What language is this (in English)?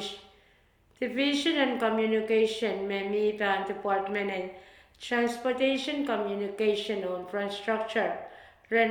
Pohnpeian